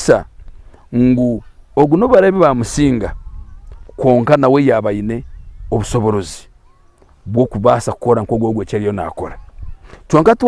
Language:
Nyankole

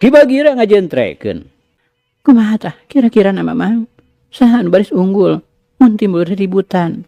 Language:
Sundanese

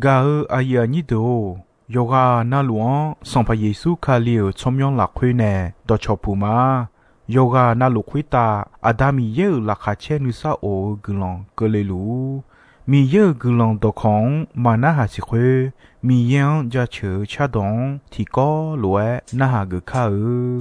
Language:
Akha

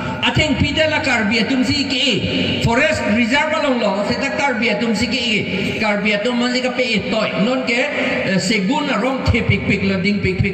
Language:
Karbi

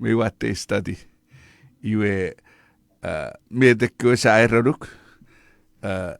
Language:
Chuukese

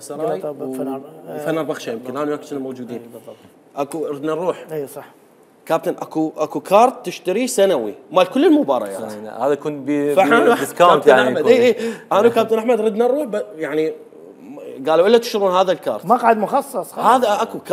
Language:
Mesopotamian Arabic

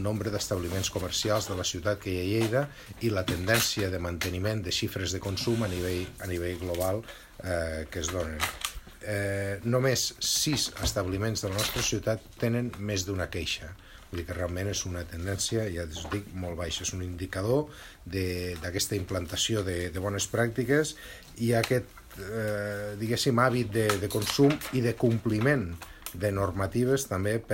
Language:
Catalan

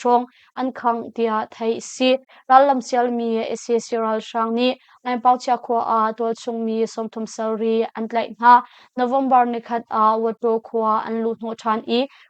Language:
Hakha Chin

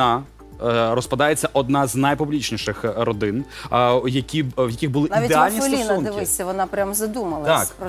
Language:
Ukrainian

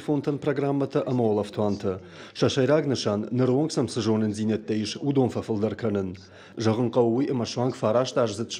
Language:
Ossetic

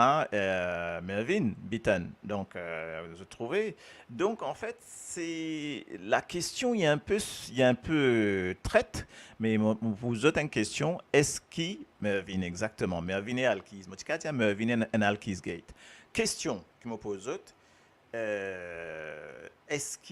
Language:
Morisyen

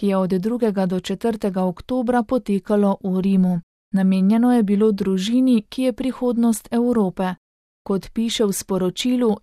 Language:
Slovenian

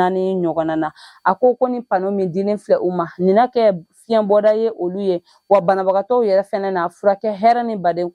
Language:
Bambara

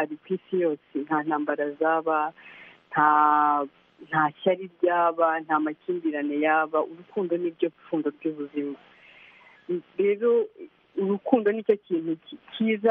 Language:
Kinyarwanda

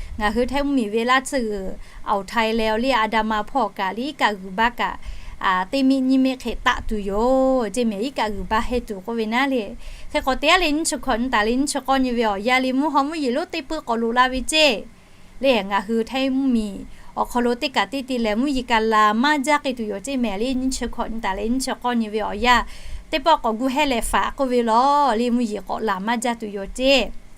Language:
Lahu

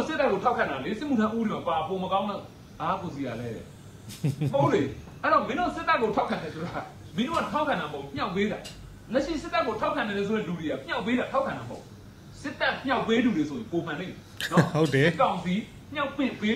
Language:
Burmese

